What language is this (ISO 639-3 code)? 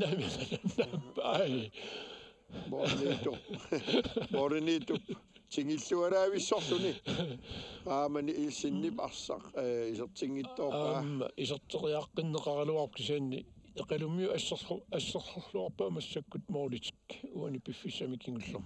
kal